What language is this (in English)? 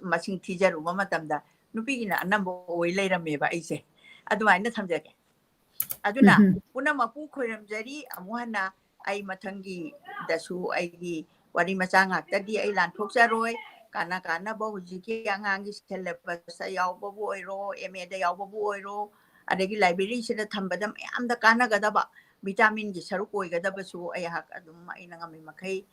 Manipuri